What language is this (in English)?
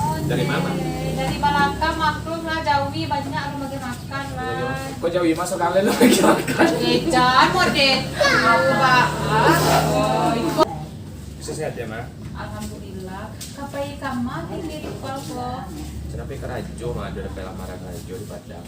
Minangkabau